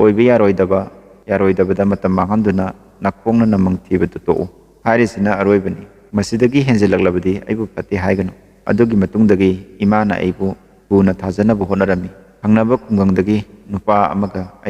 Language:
Manipuri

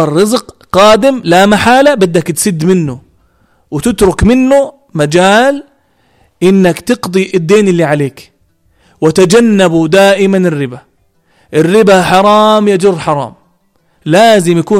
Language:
North Levantine Arabic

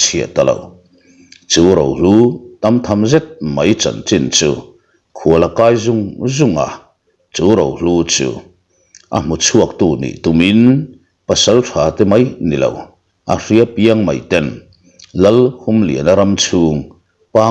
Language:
Mizo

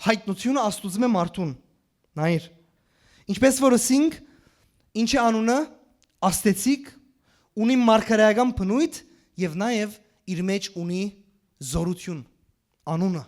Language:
Western Armenian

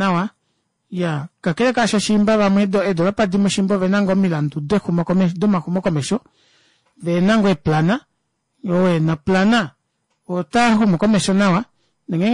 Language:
Kuanyama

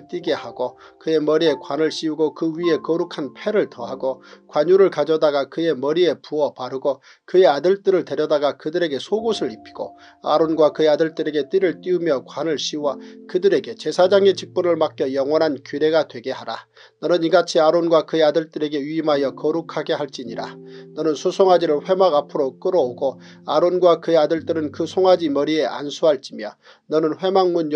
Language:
Korean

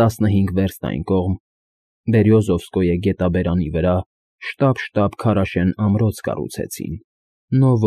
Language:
Armenian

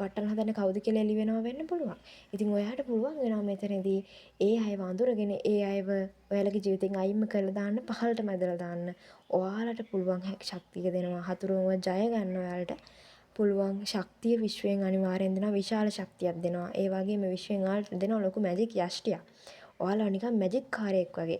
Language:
Sinhala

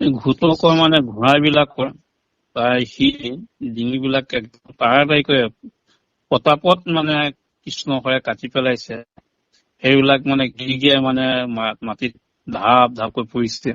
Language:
Assamese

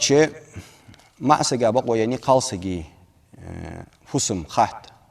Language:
Ingush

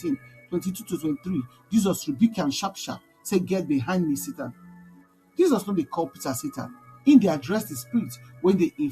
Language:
Nigerian Pidgin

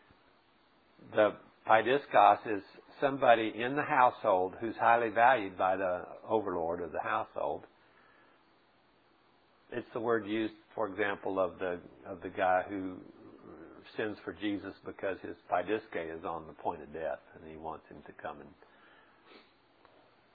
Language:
English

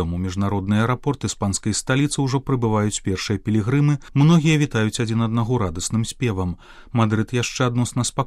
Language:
Belarusian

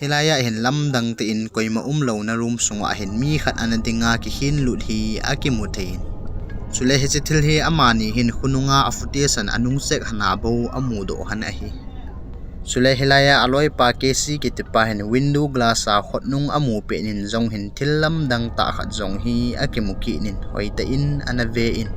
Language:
Thado Chin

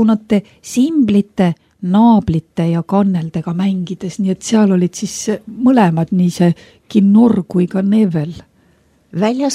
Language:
Estonian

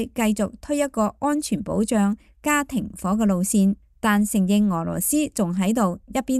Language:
Cantonese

